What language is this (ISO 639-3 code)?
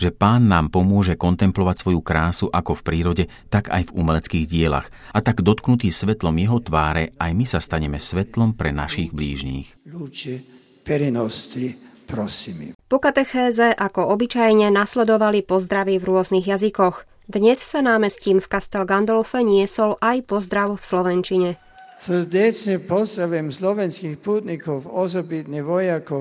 slk